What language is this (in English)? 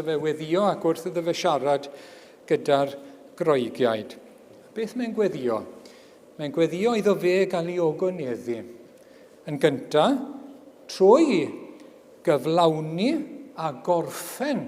Welsh